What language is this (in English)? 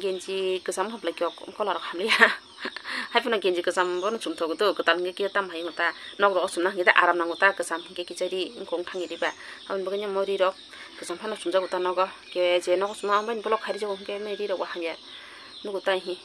Kok Borok